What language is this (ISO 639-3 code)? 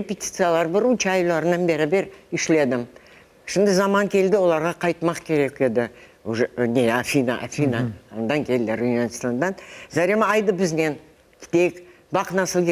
crh